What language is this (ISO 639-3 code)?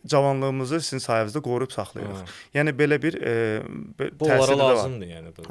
aze